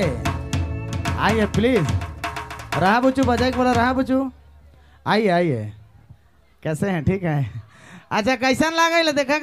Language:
Sadri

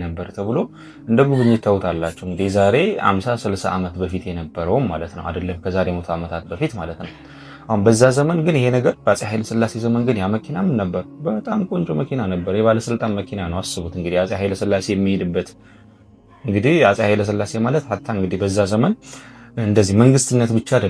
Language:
Amharic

